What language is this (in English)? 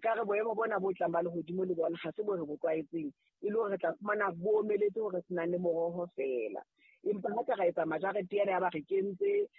Southern Sotho